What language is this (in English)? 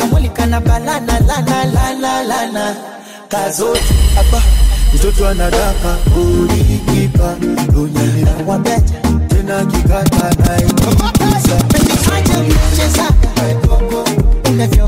Swahili